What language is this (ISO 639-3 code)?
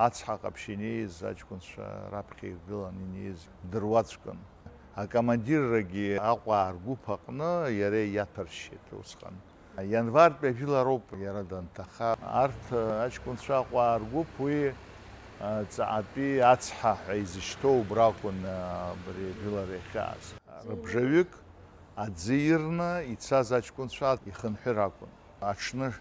abk